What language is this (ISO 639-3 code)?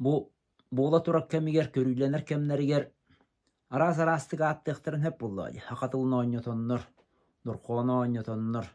sah